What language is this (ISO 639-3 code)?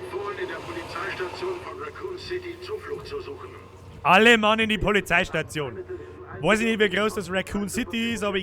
bar